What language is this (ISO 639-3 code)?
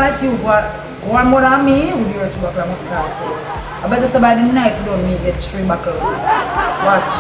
jam